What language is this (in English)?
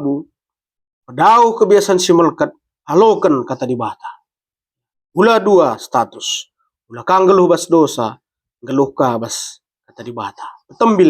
Batak Karo